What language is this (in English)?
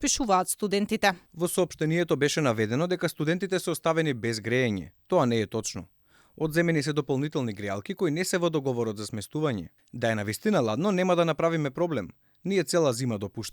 Macedonian